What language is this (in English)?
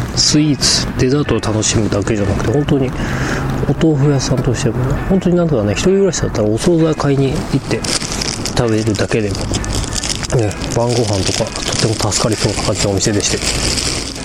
Japanese